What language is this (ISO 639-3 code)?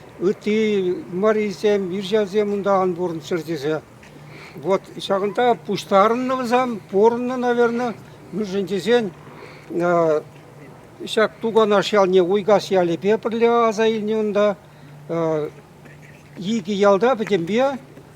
chv